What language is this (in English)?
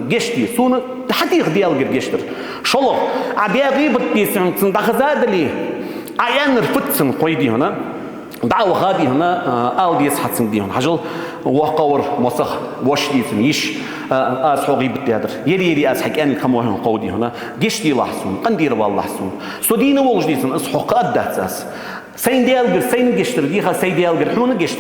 Ingush